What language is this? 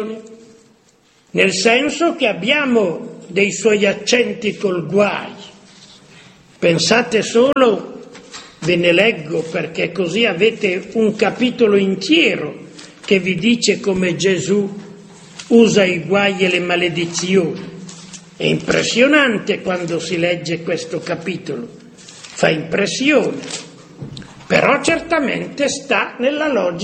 Italian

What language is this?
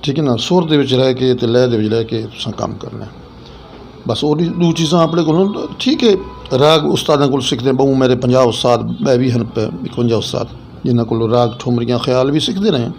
Western Panjabi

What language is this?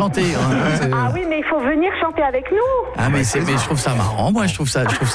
French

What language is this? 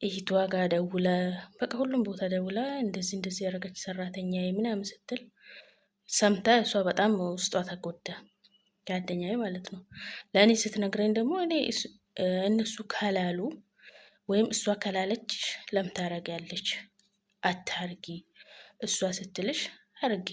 Amharic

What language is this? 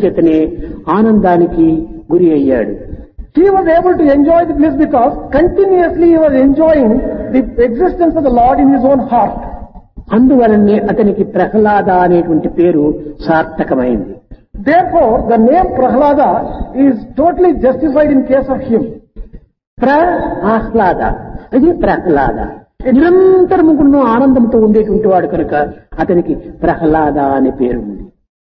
Telugu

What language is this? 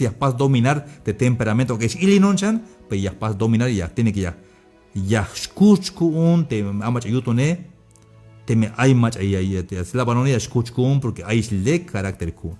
Tzeltal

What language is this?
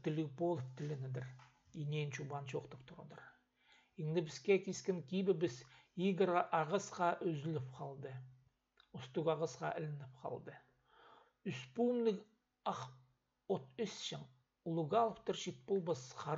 Khakas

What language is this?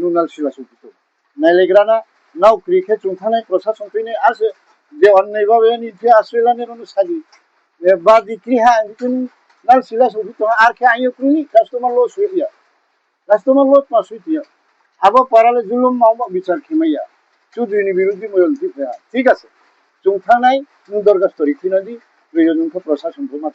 Riang (India)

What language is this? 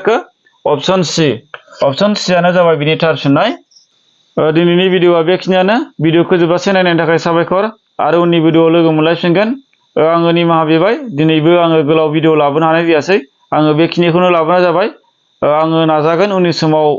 Bodo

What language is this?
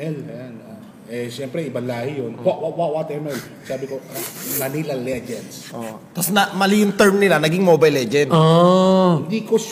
Filipino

